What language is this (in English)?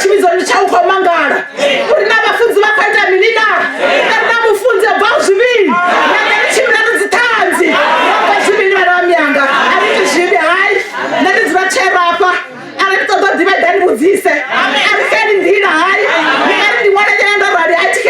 Venda